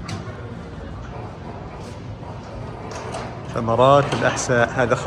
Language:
Arabic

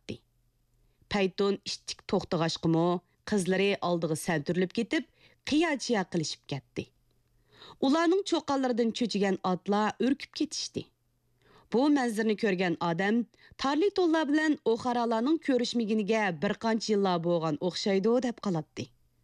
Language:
Uyghur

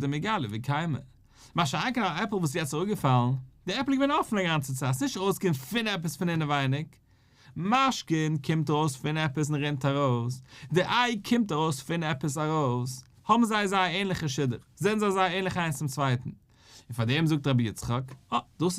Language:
Yiddish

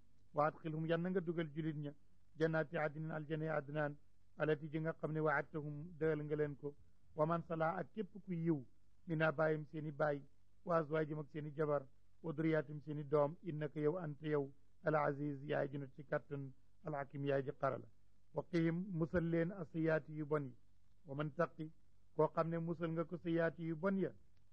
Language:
Wolof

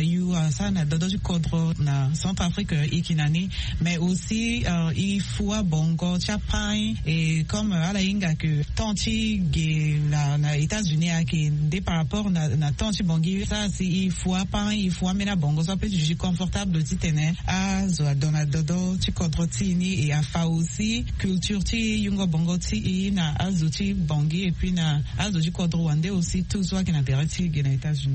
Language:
Sango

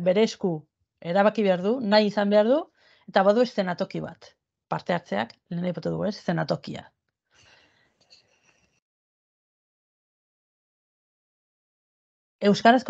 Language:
Basque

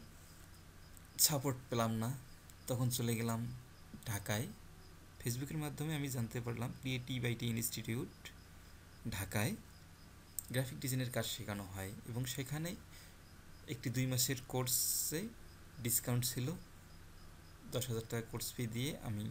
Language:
Bangla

